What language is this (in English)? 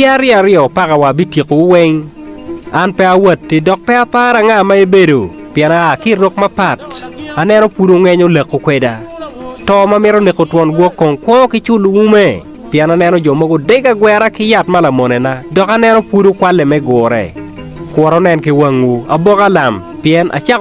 Acoli